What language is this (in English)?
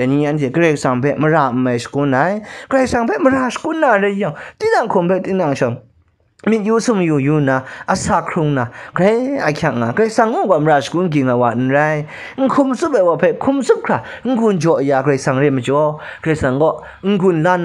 Kachin